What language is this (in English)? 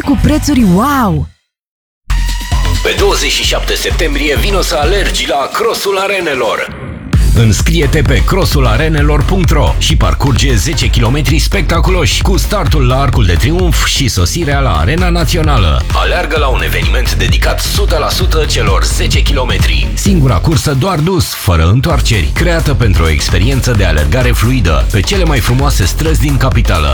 Romanian